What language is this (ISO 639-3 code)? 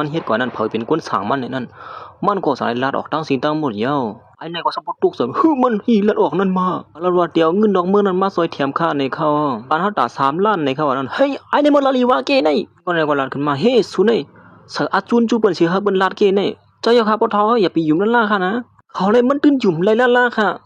shn